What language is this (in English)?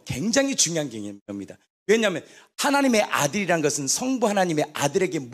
Korean